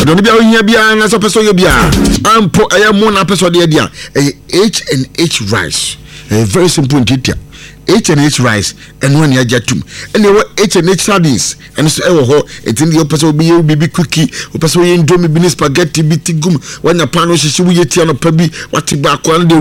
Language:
Akan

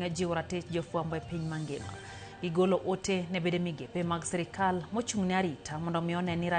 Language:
Luo (Kenya and Tanzania)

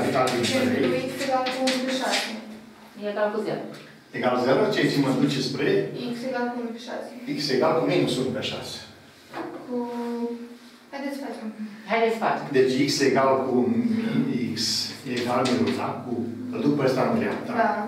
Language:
Romanian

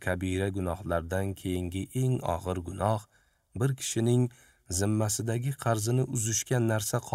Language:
Uzbek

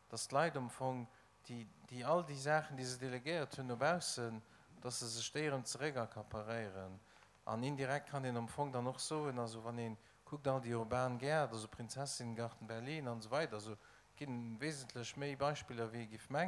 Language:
Luxembourgish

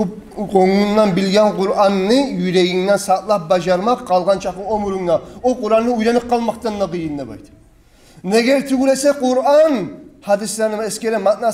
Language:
Kumyk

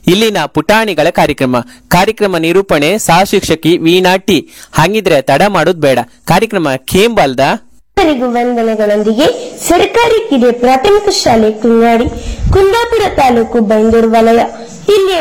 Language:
Kannada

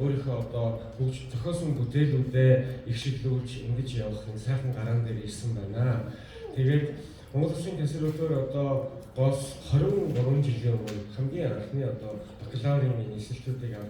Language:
Mongolian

